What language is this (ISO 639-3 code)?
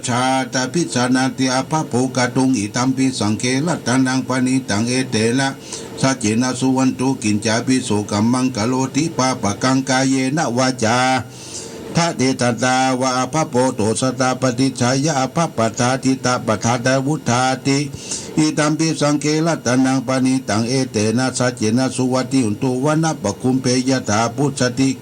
pli